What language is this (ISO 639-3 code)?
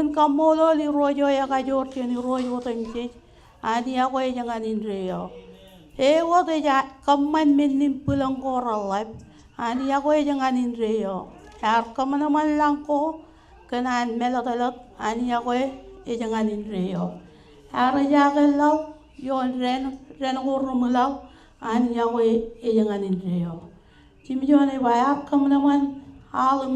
mah